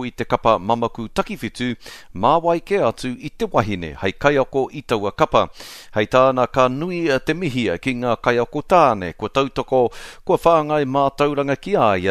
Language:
Māori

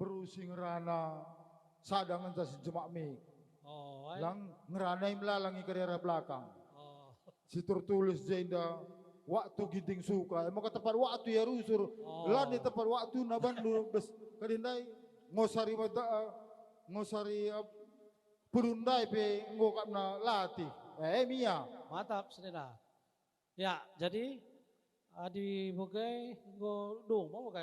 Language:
Batak Karo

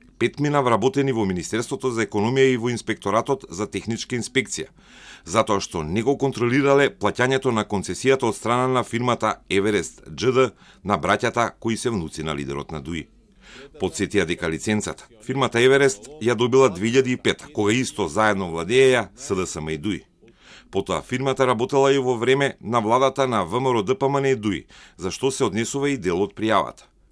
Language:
Macedonian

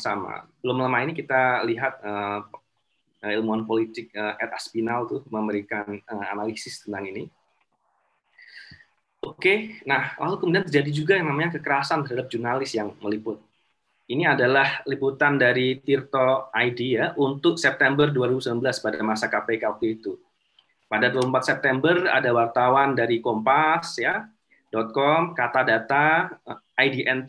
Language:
Indonesian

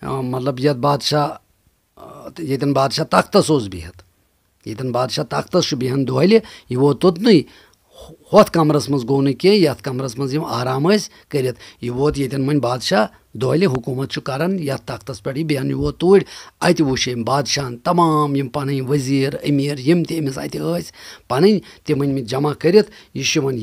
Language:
Kashmiri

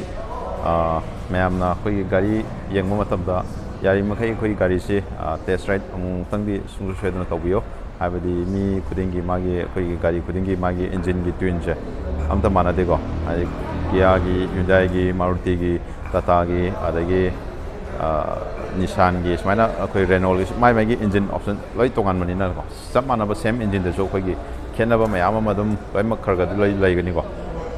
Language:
Manipuri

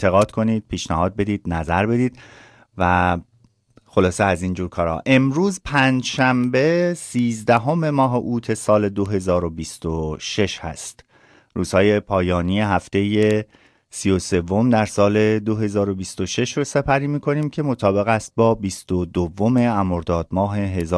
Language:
Persian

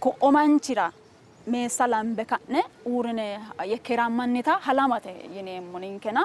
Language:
Sidamo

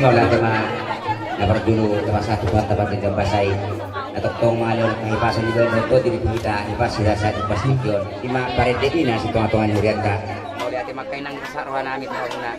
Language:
Batak Toba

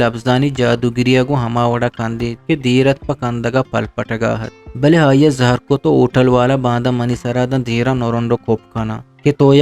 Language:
Eastern Balochi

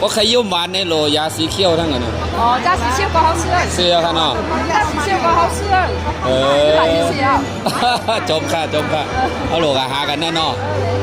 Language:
Shan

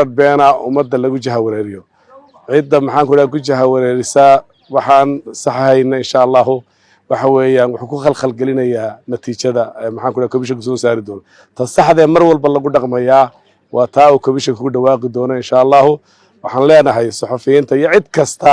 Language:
Somali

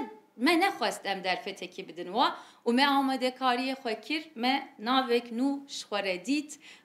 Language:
Kurdish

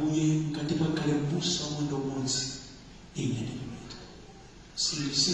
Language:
Nyanja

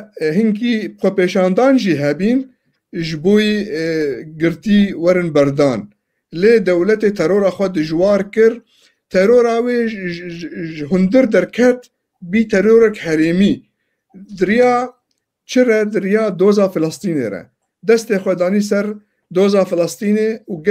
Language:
Kurdish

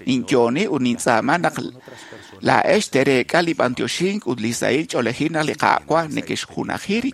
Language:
Kekchí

